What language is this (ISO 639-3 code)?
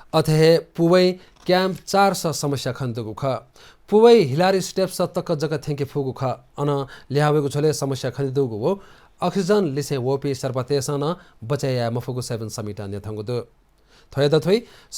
new